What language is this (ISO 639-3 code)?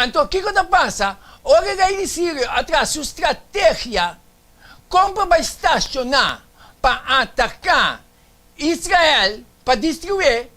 pap